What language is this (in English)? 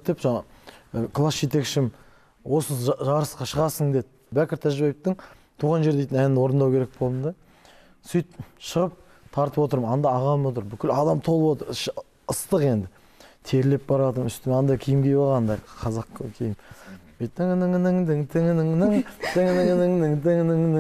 Kazakh